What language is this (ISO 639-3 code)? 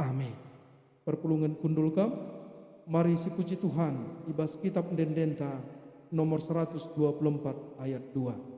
btx